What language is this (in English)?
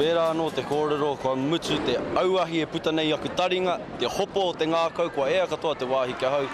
Māori